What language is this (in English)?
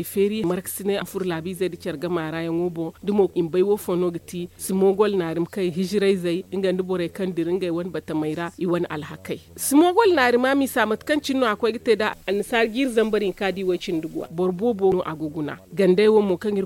Zarma